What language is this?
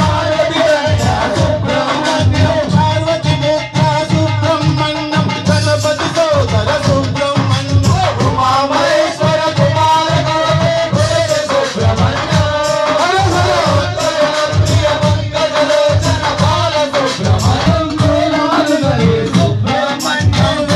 Telugu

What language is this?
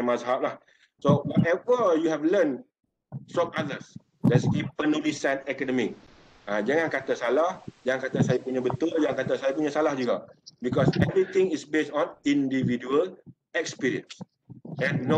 Malay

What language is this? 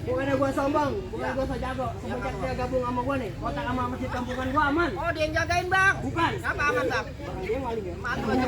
Betawi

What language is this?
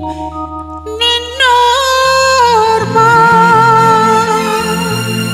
Malayalam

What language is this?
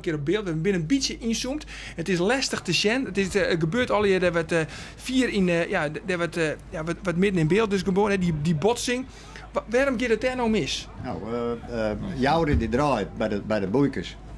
Western Frisian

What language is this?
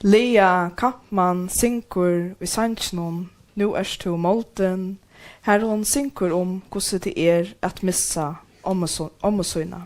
Faroese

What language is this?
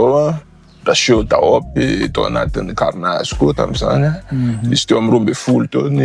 Malagasy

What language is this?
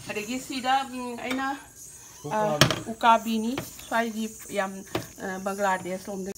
Manipuri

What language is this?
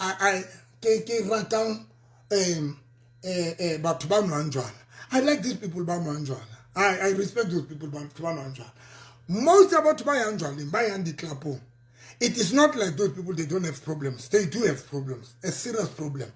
Southern Sotho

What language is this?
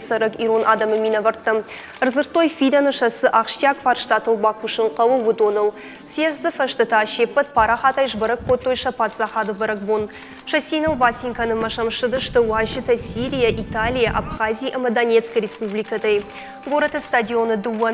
Ossetic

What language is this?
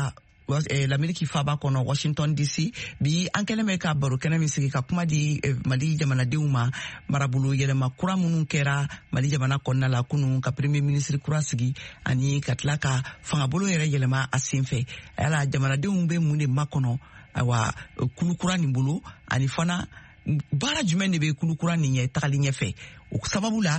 Bambara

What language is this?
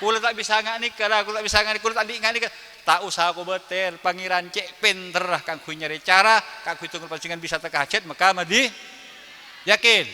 Madurese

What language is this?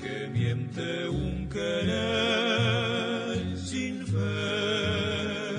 Guarani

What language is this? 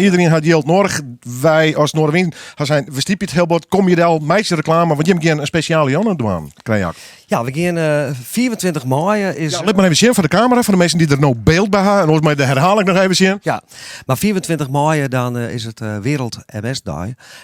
Western Frisian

